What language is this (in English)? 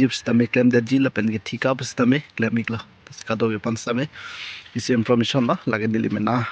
Karbi